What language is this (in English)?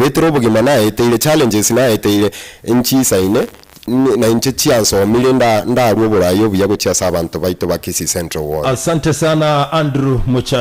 Gusii